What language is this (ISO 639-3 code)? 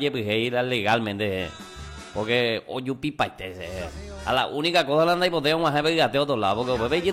grn